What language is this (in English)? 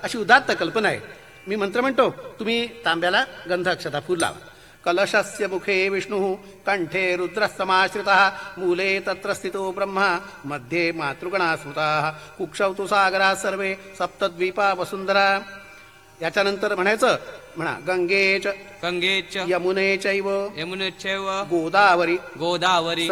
Marathi